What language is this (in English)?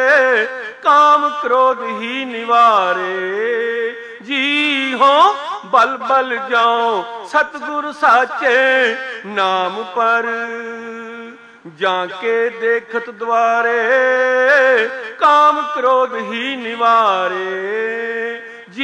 Punjabi